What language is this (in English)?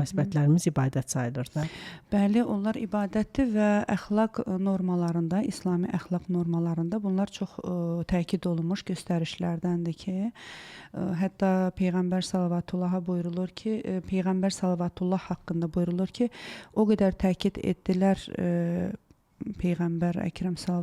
Azerbaijani